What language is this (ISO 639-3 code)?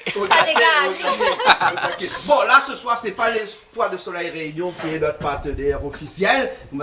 rcf